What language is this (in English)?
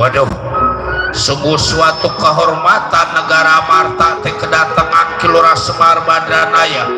Betawi